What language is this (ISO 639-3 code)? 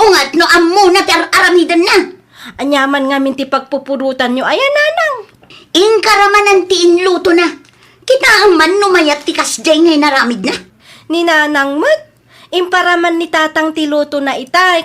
ilo